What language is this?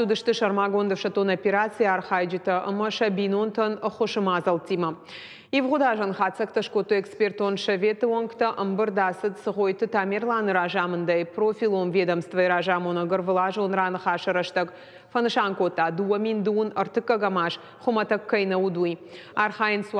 Ossetic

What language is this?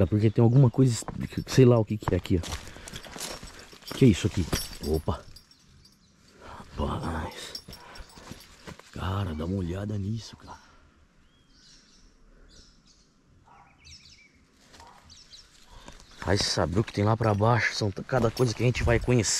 Portuguese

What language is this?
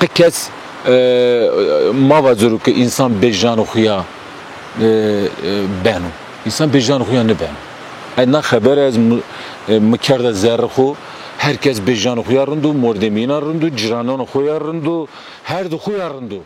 Zaza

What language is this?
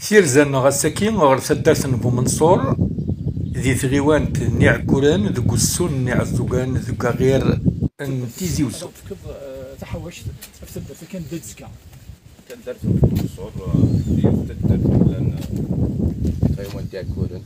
Kabyle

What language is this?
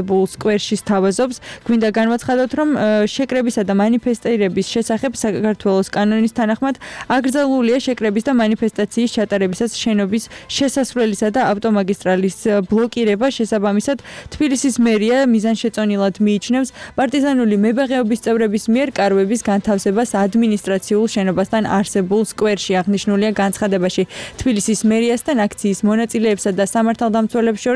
Georgian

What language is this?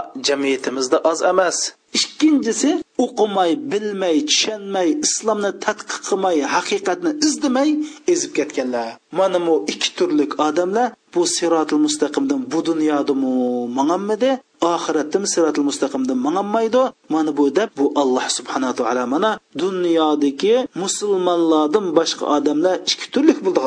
Uyghur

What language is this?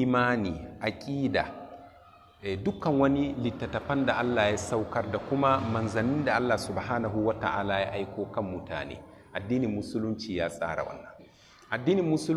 Hausa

